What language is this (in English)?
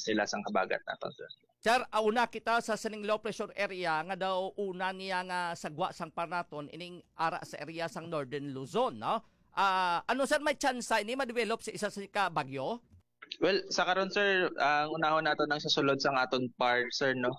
Hiligaynon